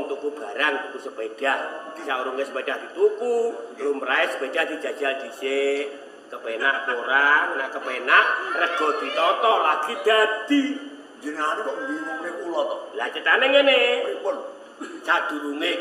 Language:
Javanese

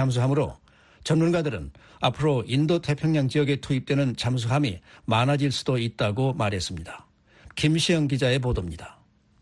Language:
Korean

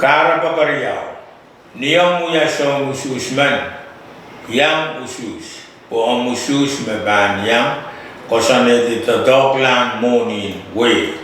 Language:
Pohnpeian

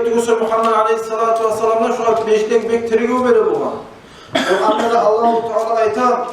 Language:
Kumyk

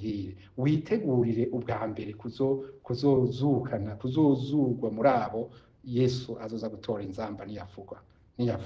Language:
Rundi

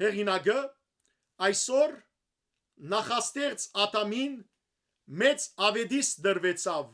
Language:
Western Armenian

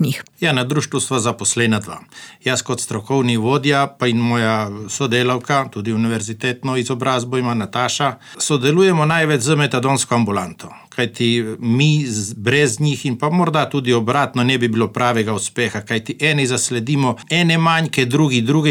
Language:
Slovenian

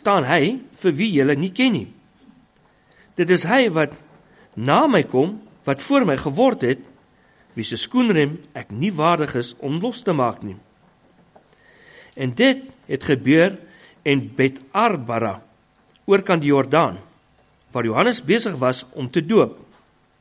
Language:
Afrikaans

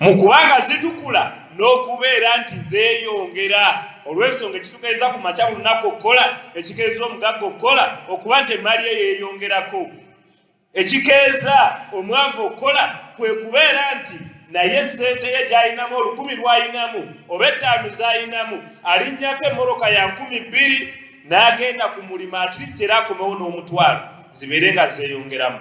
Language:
Ganda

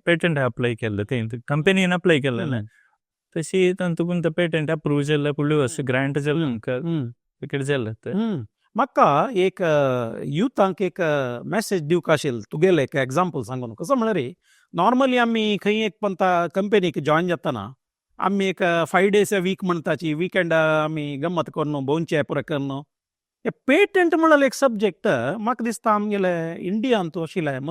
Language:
Konkani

